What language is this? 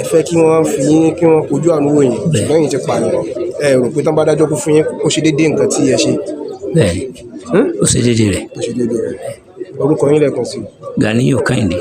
Yoruba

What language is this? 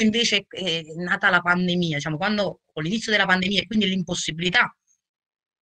Italian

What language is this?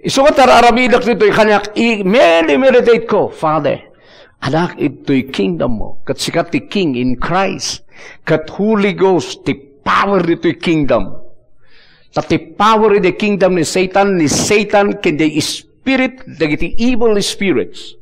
Iloko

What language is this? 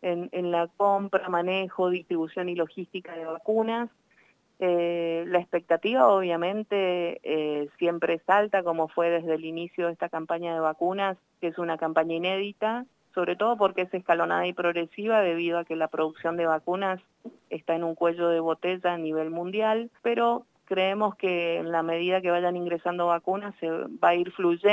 Spanish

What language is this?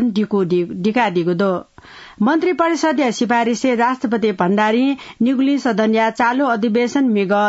Newari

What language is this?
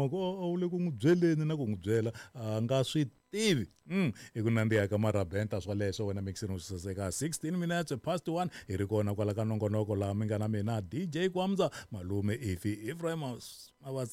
Tsonga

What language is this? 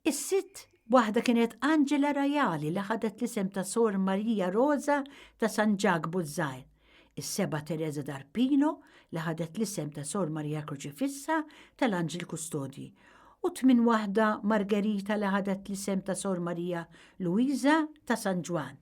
Maltese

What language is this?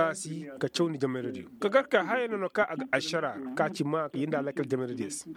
Koyraboro Senni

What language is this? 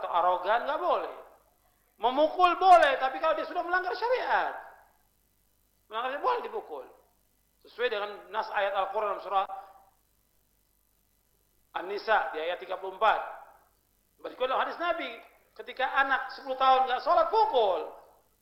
Indonesian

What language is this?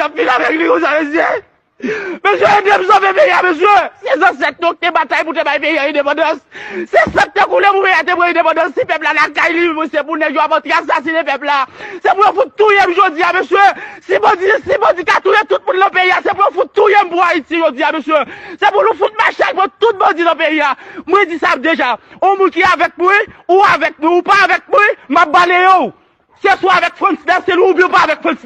Haitian Creole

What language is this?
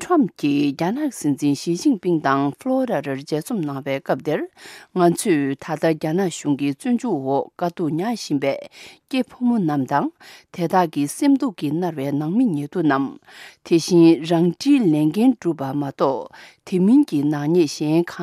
Tibetan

